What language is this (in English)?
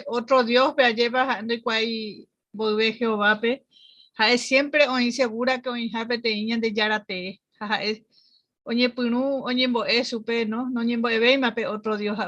Guarani